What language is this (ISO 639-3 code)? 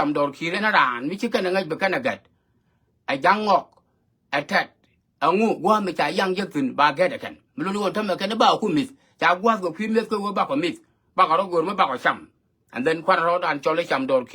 nus